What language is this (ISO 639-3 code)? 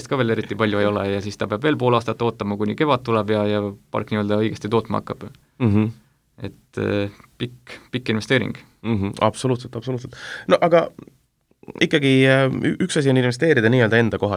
est